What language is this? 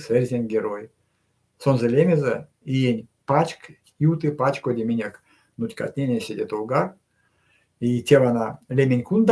Erzya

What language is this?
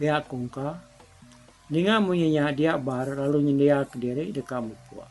Iban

